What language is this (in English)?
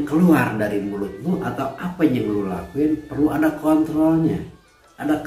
Betawi